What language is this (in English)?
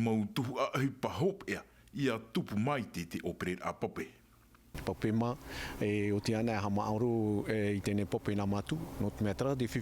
Tahitian